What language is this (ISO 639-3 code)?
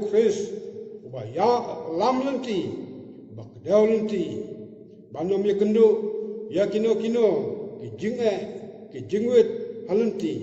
kha